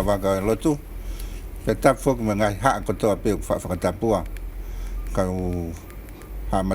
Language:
Tongan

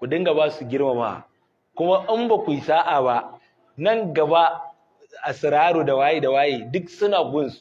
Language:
Hausa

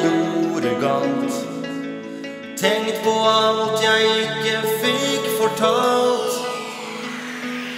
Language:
Norwegian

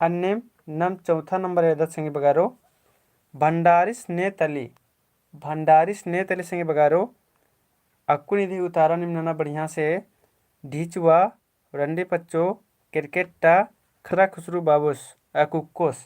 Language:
Kurukh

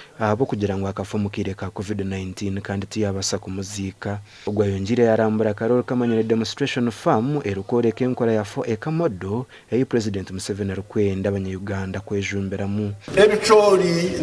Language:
Nyankole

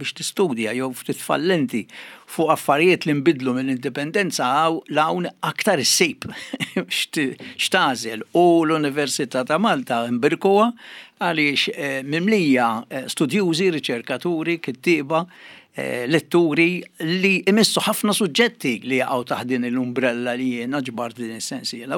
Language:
Maltese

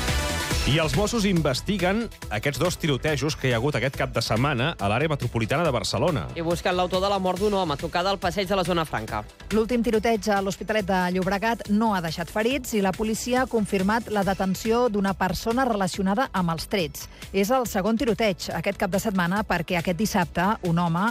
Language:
Catalan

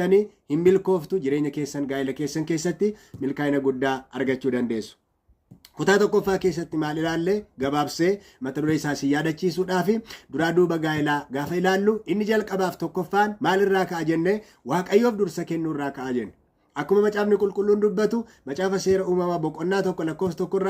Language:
Oromo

